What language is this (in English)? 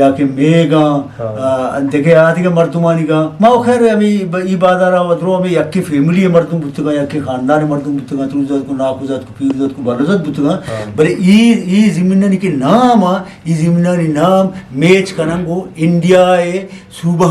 Eastern Balochi